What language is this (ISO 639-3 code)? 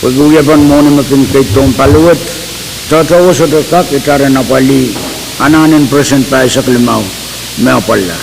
pon